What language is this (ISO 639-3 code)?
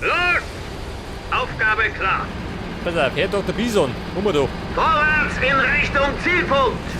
bar